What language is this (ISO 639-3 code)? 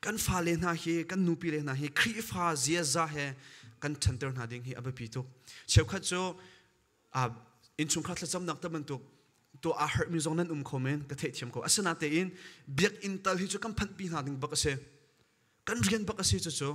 cnh